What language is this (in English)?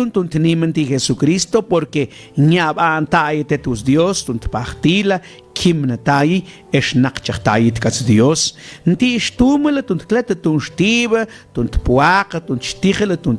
Mam